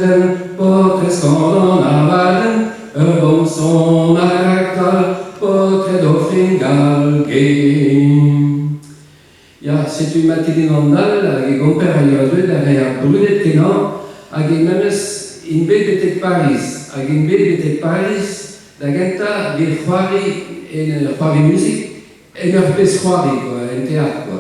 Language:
Breton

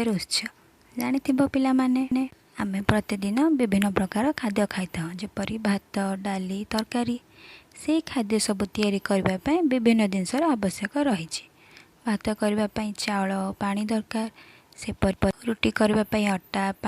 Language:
Odia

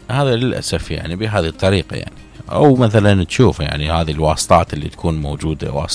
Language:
Mesopotamian Arabic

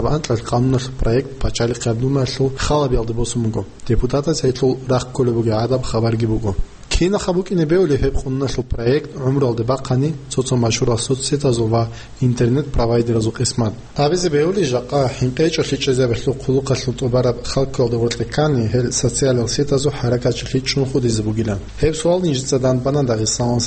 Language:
Avaric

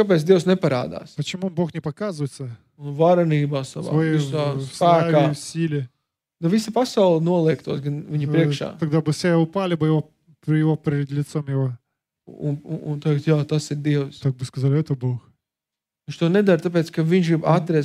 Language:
Latvian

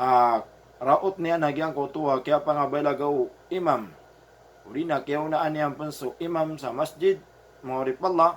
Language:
Maranao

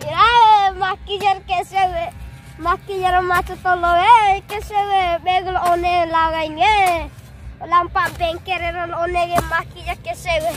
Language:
Bima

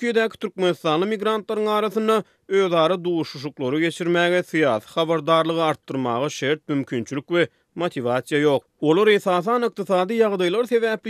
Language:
Turkmen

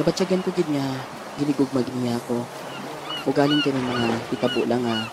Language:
Hiligaynon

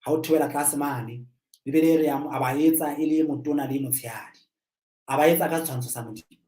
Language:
Southern Sotho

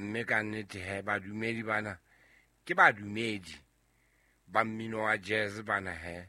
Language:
Southern Sotho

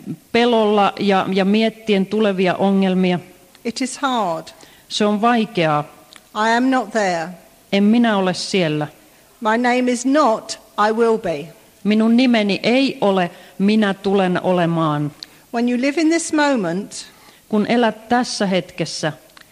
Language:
Finnish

